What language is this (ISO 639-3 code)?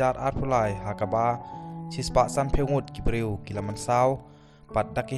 kha